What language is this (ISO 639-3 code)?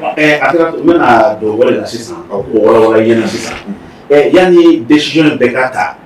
bam